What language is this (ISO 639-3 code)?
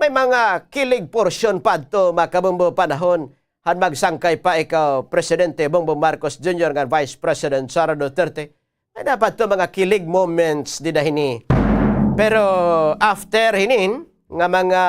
war